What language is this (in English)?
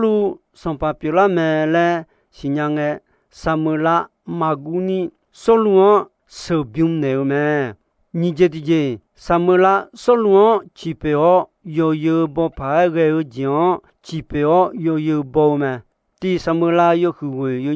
Akha